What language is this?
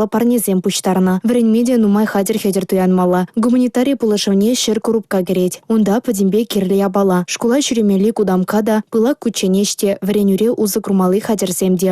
Chuvash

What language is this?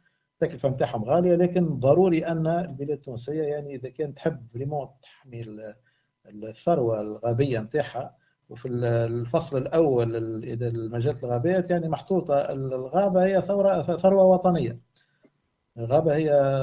Tunisian Arabic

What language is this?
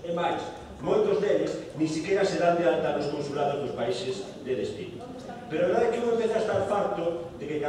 Galician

